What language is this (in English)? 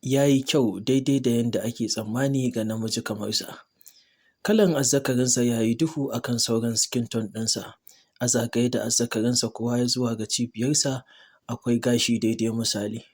Hausa